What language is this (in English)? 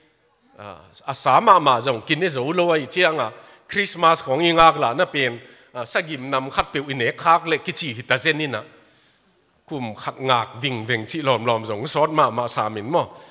Tedim Chin